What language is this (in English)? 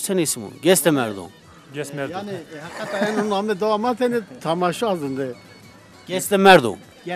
Zaza